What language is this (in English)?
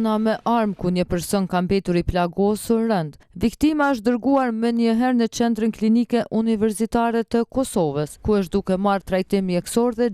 Albanian